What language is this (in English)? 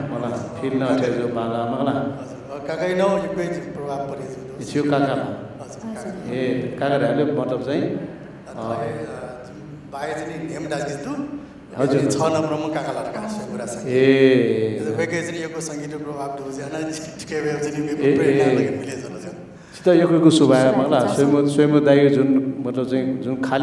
Newari